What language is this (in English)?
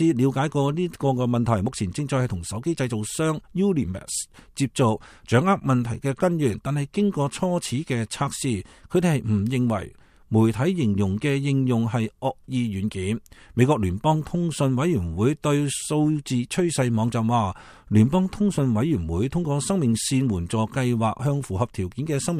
Cantonese